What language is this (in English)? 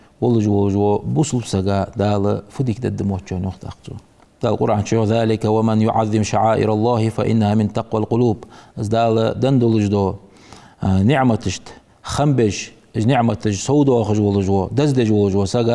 Ingush